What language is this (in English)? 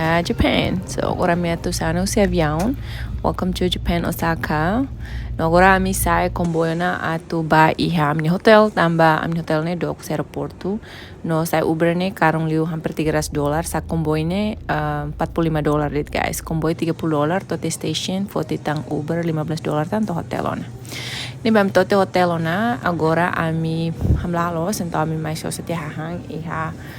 Tetum